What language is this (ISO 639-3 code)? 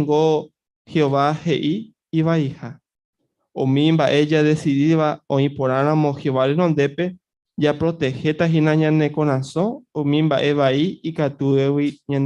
grn